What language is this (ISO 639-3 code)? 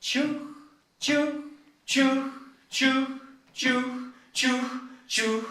chv